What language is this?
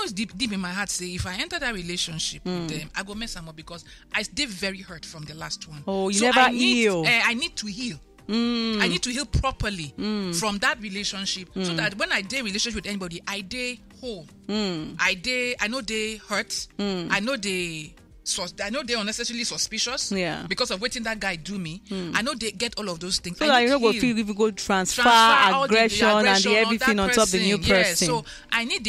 Nigerian Pidgin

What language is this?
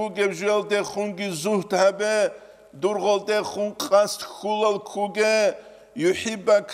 Avaric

